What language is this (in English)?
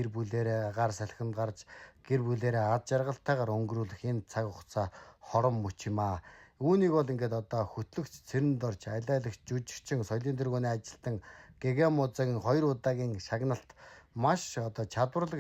Mongolian